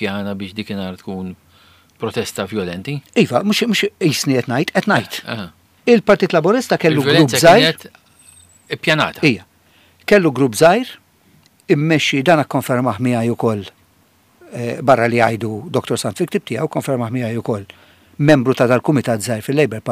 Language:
Maltese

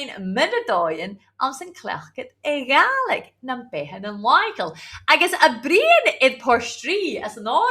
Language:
Scottish Gaelic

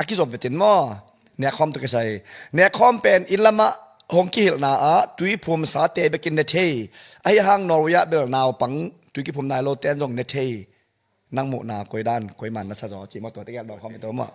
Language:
Tedim Chin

